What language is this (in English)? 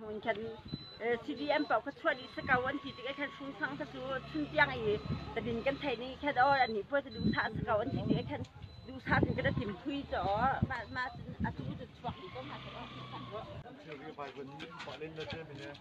Hakha Chin